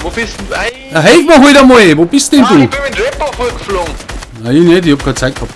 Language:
Bavarian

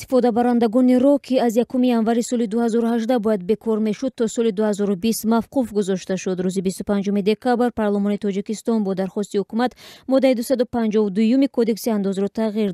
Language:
Tajik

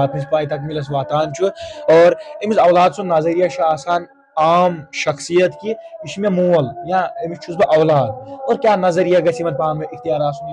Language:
Kashmiri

